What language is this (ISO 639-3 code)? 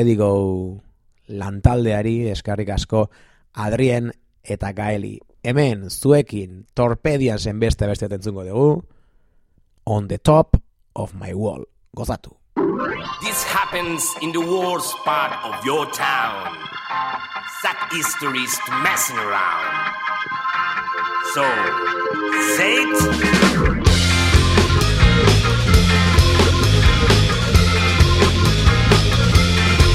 eus